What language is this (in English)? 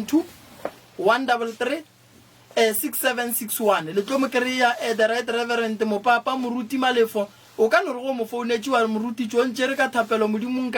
Northern Sotho